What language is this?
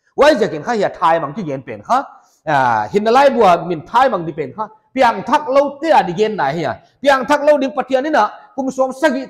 Paite Chin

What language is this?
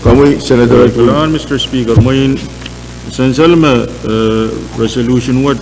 Pohnpeian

